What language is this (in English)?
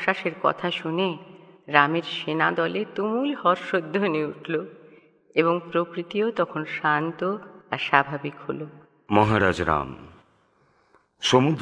Bangla